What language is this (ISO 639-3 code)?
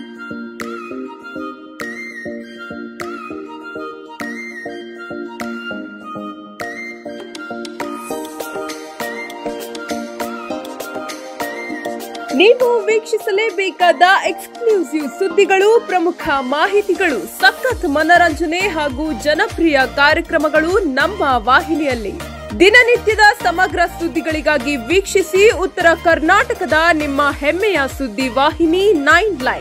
kan